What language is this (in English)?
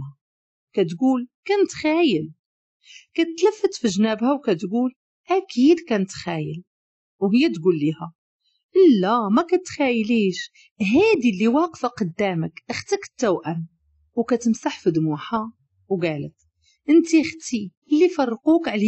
Moroccan Arabic